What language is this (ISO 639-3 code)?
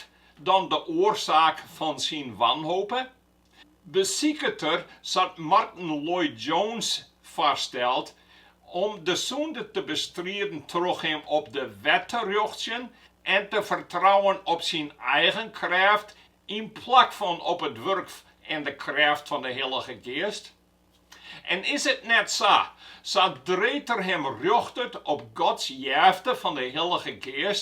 fry